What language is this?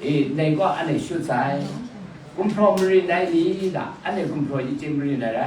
Kachin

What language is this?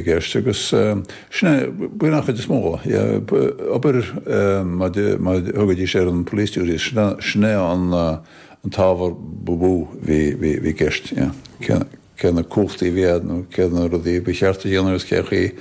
Irish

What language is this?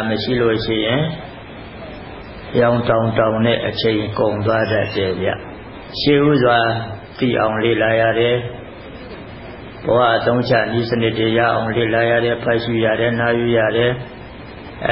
Burmese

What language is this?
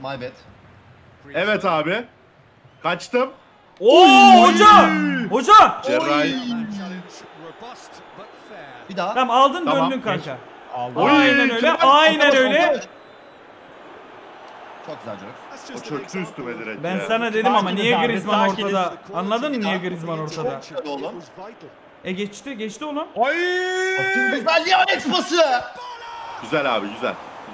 Turkish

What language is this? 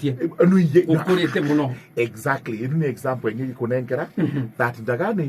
Meru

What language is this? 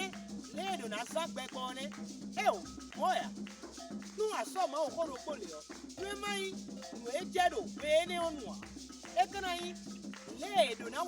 Fon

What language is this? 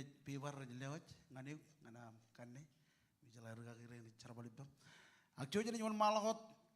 Marshallese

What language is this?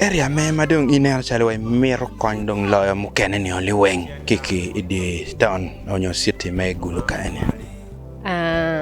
Acoli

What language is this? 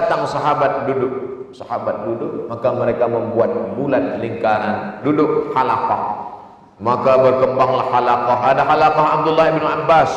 Malay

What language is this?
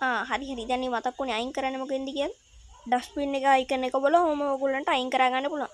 Sinhala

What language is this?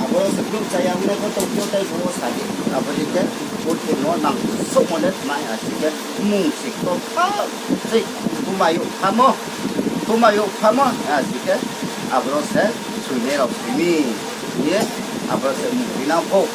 Riang (India)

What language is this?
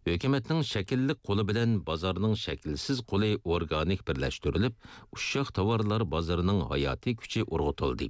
Uyghur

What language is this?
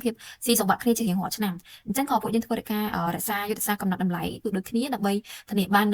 Khmer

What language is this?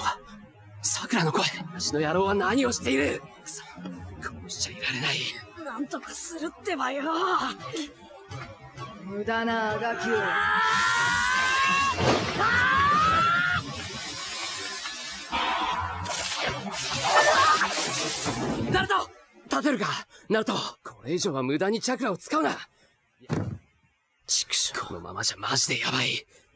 Japanese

